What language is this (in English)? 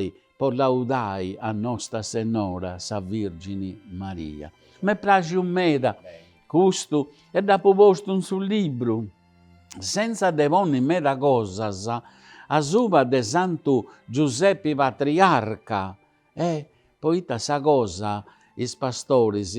Sardinian